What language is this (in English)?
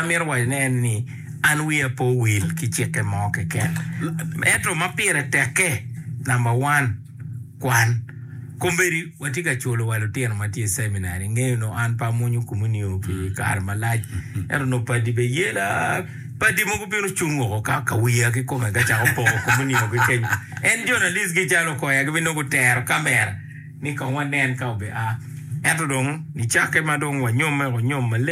Acoli